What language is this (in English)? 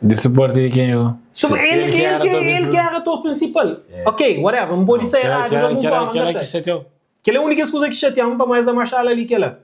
Kabuverdianu